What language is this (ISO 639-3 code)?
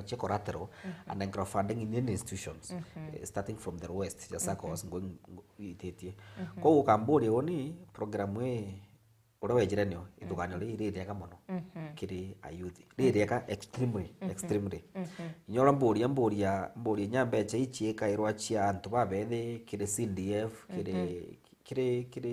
mer